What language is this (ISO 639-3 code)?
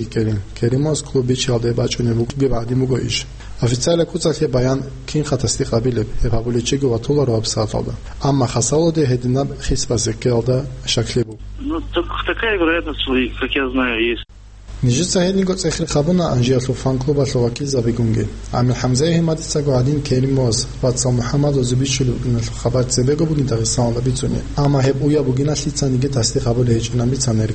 ava